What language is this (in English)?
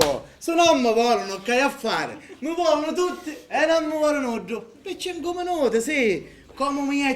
Sicilian